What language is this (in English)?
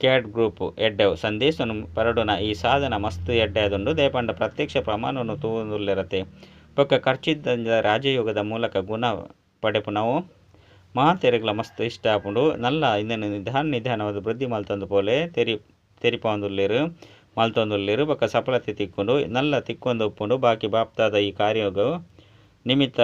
Tulu